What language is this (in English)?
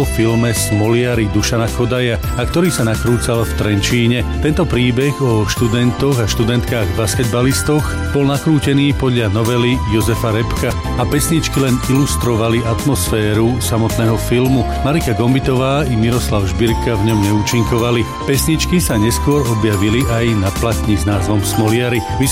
Slovak